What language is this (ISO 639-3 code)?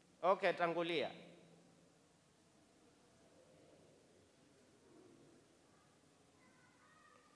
swa